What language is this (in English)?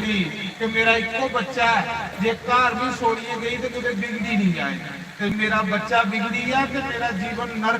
Dogri